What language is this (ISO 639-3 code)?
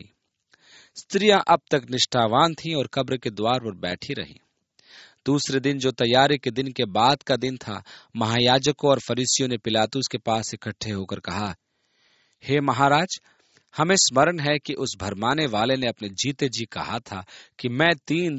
hin